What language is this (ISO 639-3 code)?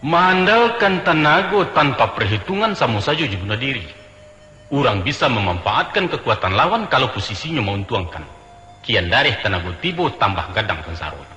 min